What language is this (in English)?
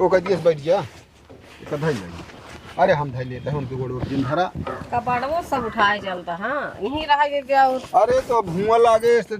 Awadhi